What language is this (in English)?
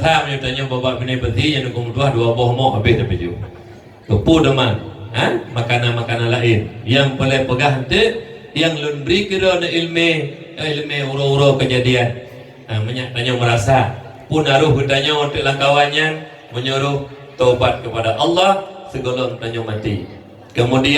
Achinese